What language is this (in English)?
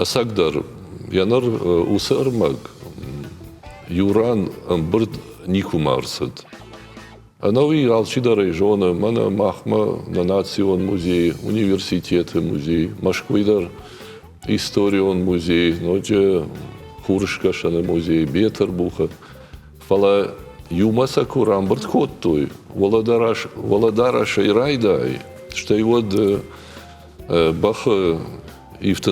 Ossetic